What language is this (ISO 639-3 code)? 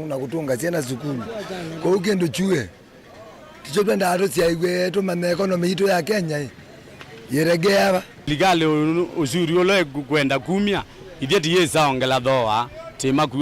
kam